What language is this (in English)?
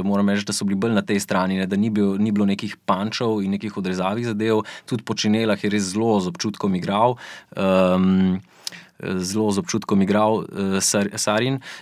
Slovenian